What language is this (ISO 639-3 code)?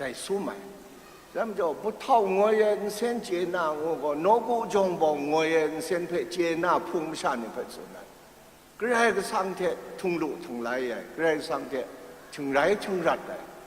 kac